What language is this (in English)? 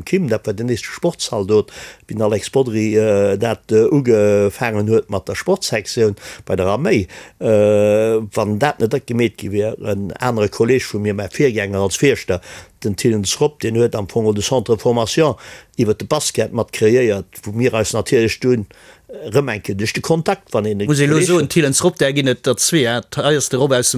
Luxembourgish